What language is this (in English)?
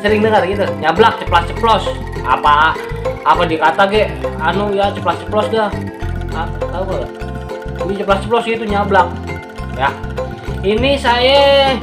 Betawi